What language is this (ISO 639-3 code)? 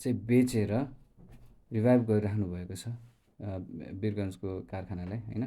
nep